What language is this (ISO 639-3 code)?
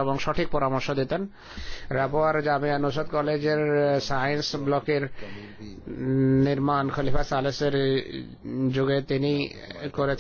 ben